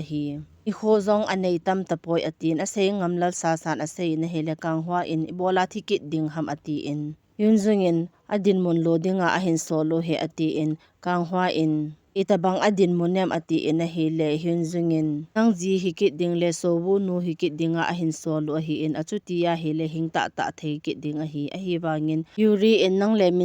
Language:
Thado Chin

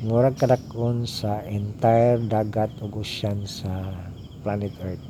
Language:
Cebuano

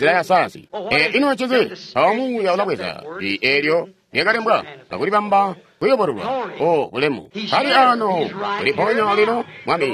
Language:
Tonga (Zambia)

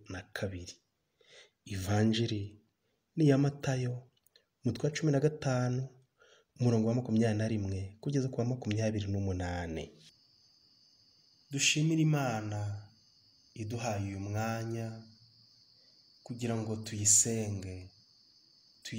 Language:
Kinyarwanda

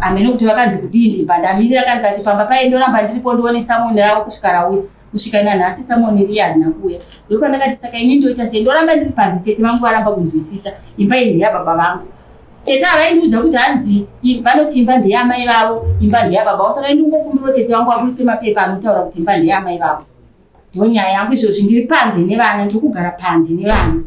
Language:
Shona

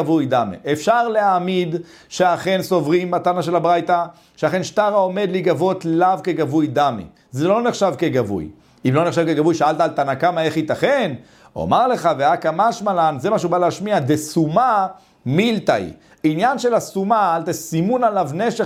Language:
Hebrew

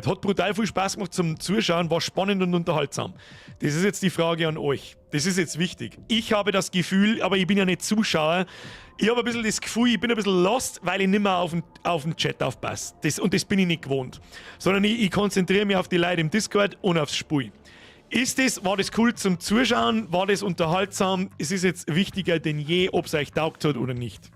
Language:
Bavarian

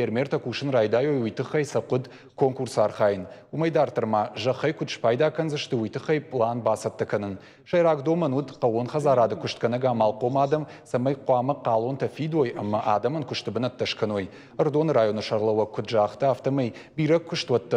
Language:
Ossetic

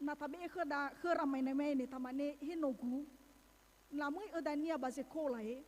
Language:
Nias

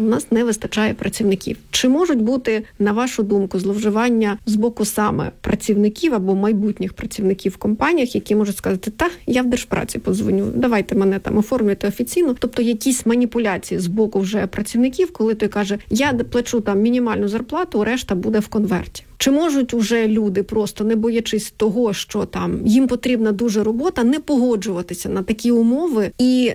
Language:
Ukrainian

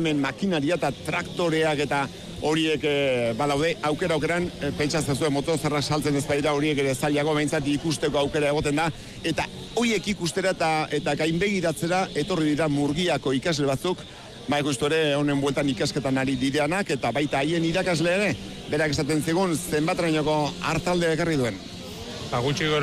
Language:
Basque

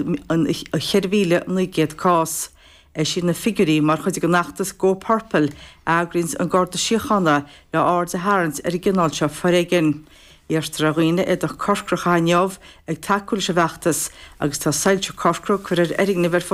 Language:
Irish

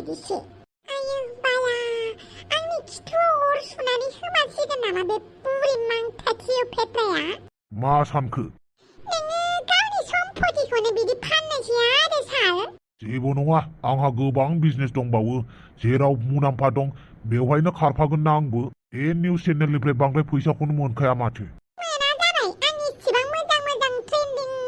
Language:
Bodo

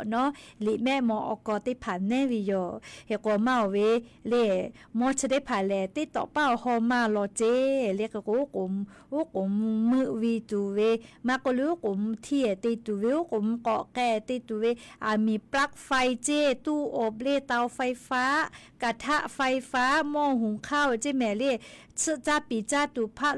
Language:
Lahu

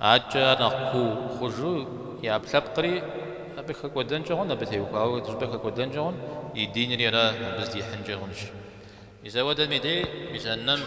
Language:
Kabardian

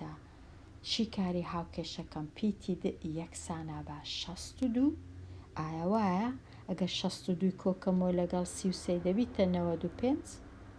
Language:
Central Kurdish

